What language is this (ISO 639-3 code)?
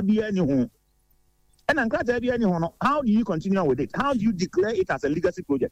aka